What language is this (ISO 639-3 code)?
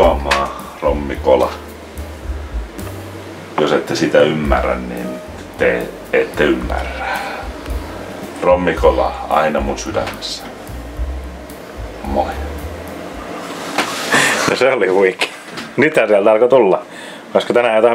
fin